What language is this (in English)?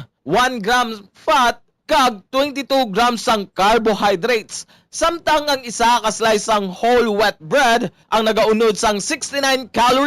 Hiligaynon